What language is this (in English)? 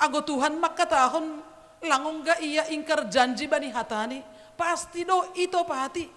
Batak Simalungun